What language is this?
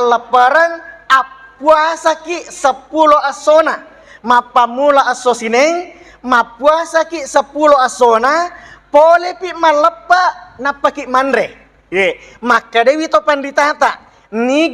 Buginese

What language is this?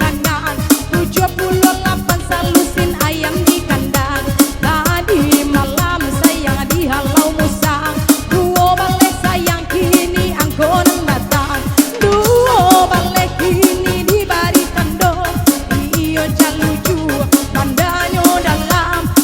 Minangkabau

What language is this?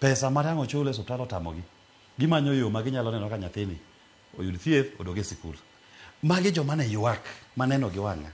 Luo (Kenya and Tanzania)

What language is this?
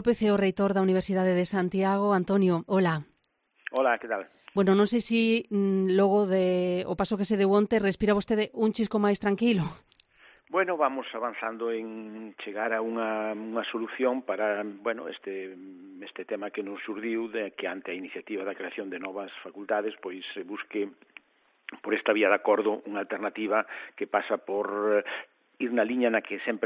Galician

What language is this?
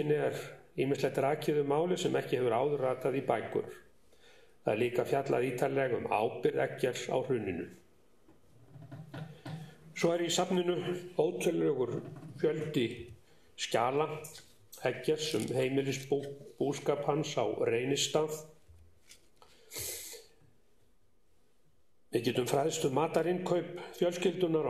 Icelandic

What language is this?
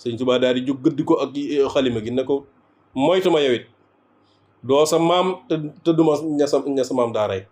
Wolof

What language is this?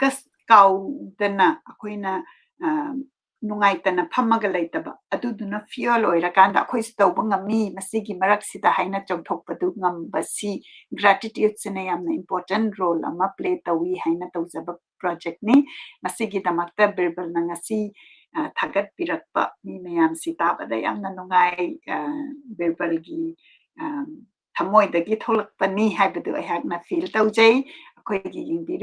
Manipuri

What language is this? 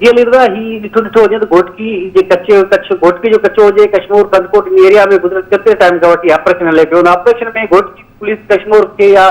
Sindhi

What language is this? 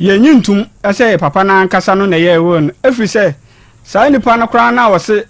Akan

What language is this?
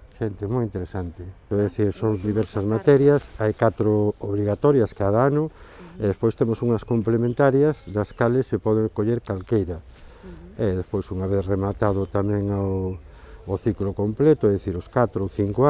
Galician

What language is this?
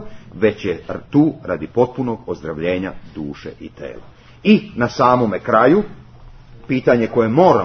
Serbian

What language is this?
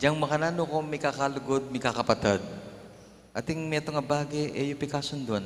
Pampanga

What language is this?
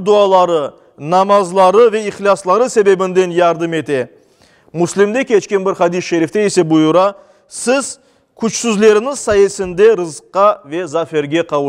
Crimean Tatar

